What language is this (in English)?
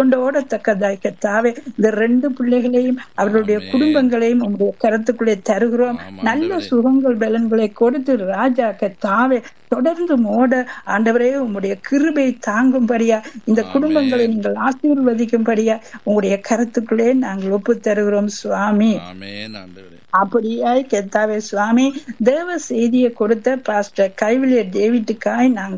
Tamil